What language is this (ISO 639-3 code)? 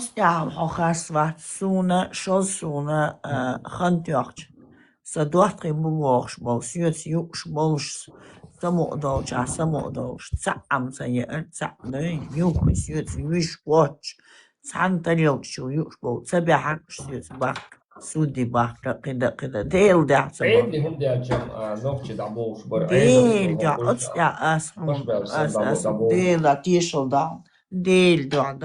che